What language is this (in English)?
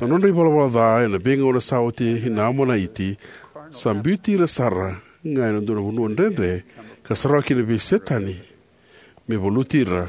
Fijian